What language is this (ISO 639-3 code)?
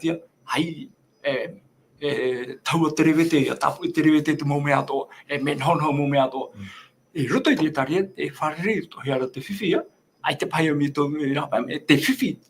tah